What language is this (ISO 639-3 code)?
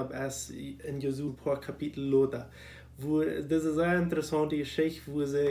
pdt